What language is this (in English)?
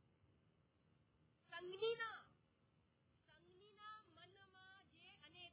Gujarati